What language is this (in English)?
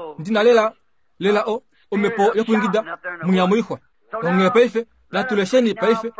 Kuanyama